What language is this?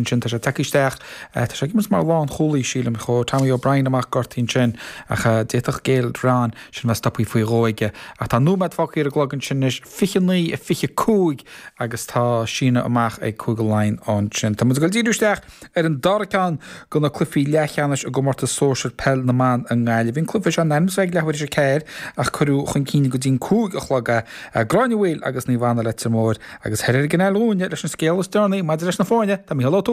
Irish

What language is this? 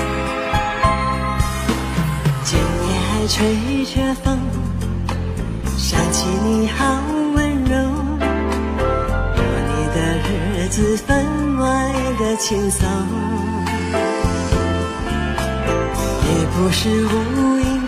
Chinese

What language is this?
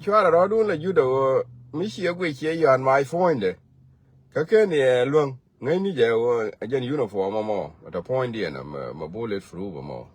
Nuer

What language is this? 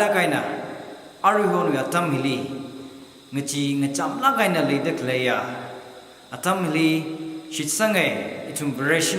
Tangkhul Naga (India)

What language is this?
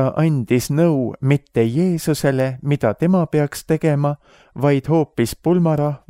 Estonian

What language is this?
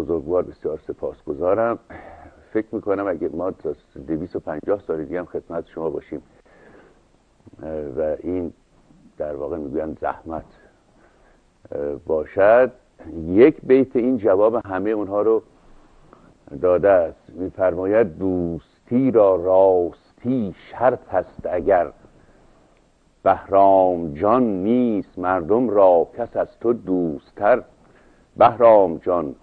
Persian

